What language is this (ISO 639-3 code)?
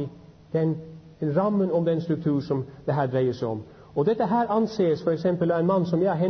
nor